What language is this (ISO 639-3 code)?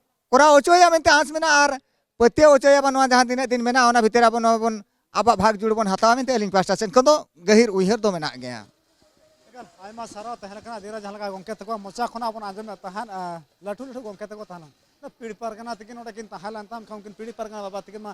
sat